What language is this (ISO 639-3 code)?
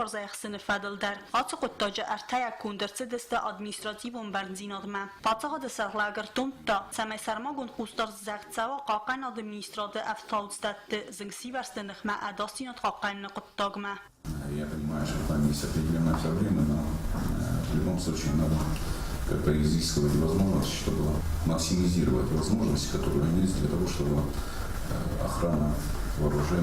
oss